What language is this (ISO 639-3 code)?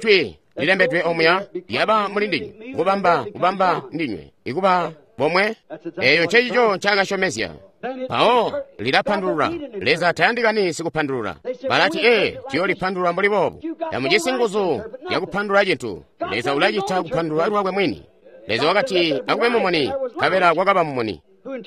toi